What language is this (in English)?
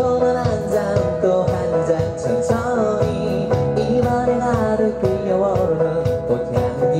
Korean